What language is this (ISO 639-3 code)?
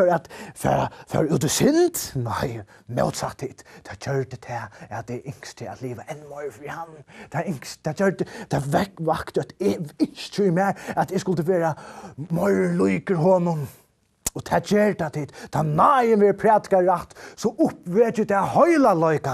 fao